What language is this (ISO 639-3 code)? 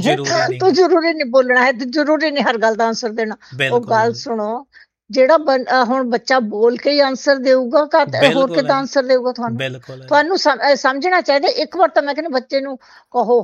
pan